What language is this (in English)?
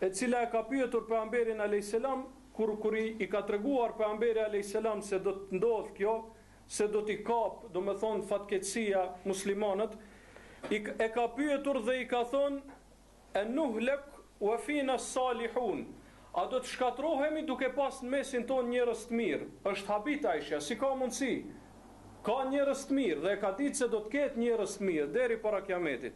Albanian